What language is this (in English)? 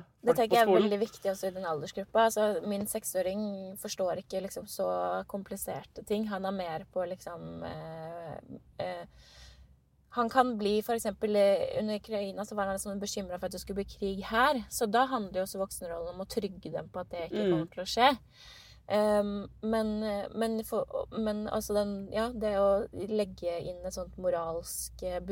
Norwegian